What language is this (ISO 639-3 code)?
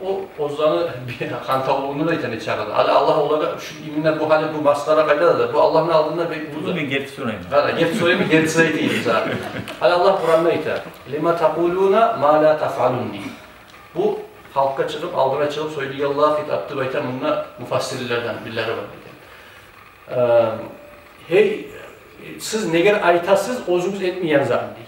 kum